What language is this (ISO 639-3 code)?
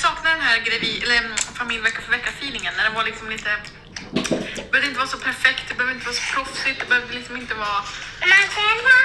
swe